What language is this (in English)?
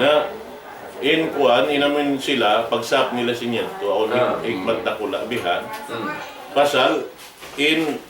Tausug